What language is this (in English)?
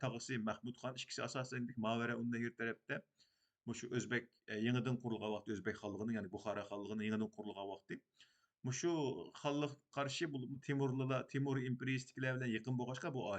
Uyghur